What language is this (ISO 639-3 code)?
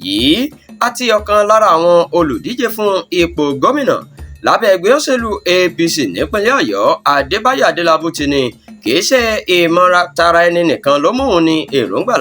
yor